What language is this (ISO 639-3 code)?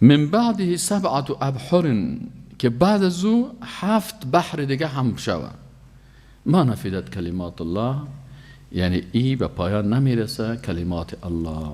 fas